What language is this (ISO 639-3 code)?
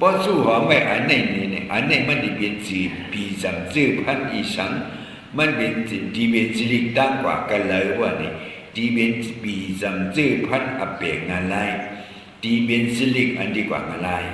shn